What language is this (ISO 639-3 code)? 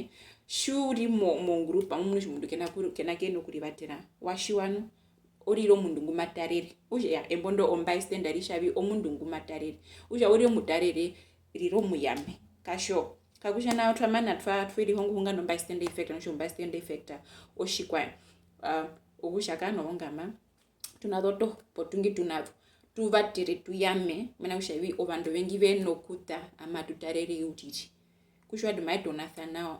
her